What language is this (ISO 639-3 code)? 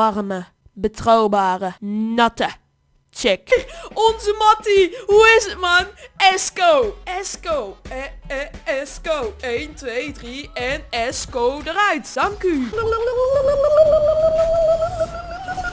nld